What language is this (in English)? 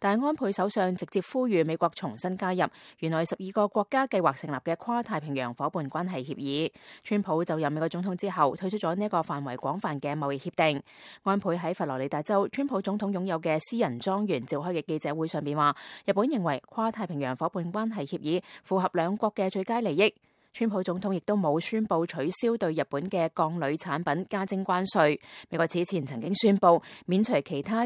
Cantonese